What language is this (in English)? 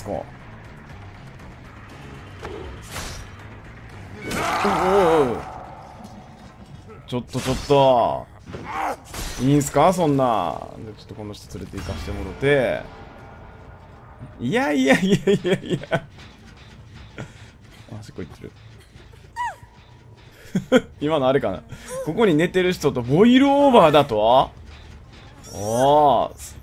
Japanese